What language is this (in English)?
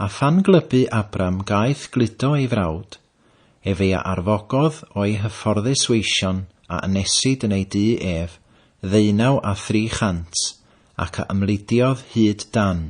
Welsh